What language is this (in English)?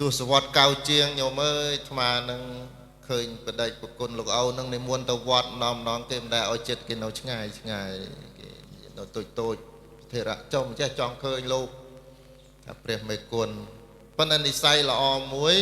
Khmer